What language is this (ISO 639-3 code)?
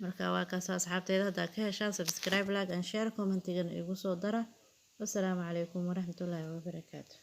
som